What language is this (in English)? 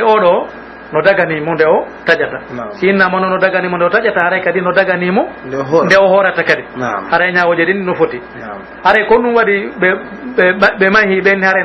Pular